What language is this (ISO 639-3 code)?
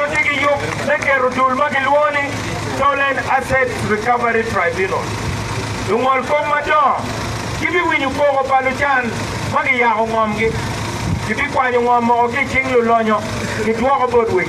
ach